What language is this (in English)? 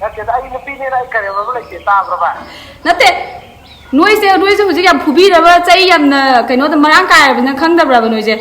Manipuri